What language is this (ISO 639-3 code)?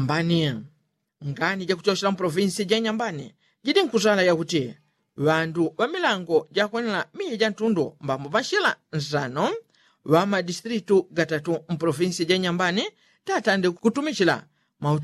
yao